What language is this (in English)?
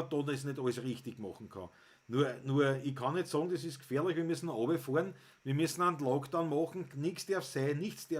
Bavarian